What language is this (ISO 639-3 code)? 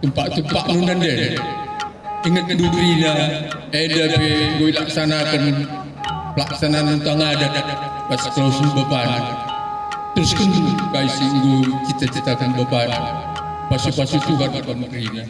btx